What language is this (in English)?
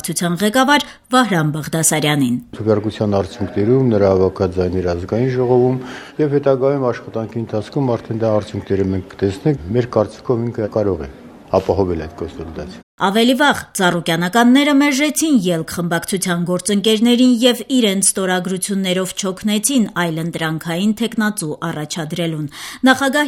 Armenian